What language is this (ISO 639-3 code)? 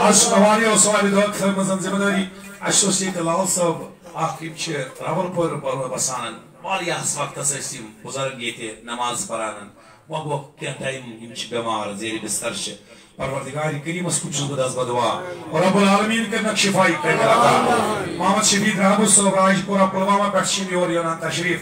kas